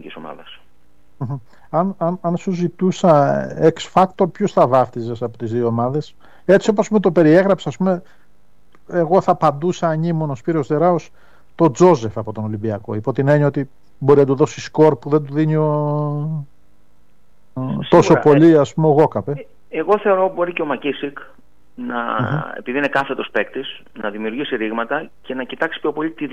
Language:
Greek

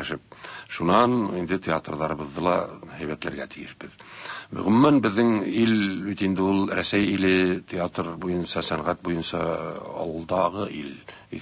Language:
Tatar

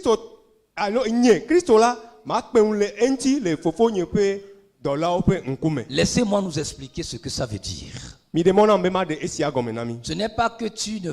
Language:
Ewe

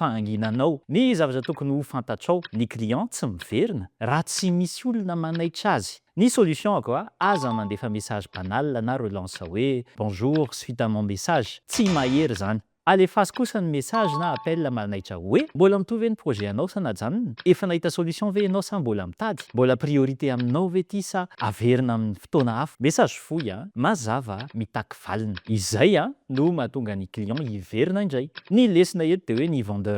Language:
Malagasy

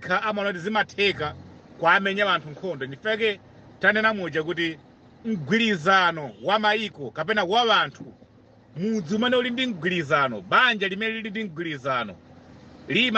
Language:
Nyanja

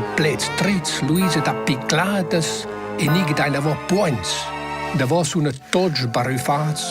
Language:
Romansh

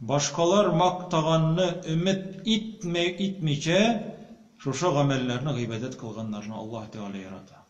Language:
Tatar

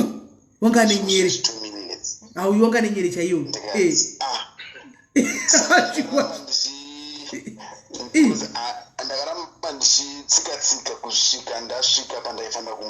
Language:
Shona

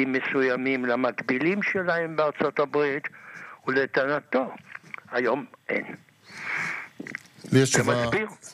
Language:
Hebrew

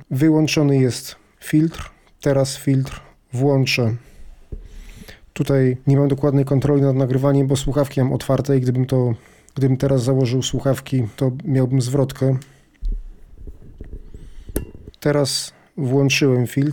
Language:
Polish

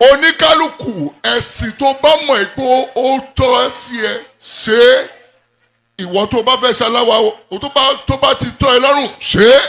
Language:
Yoruba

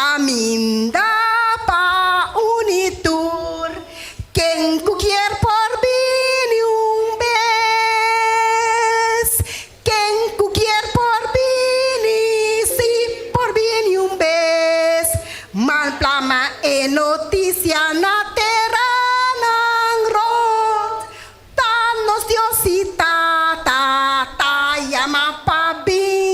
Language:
Papiamento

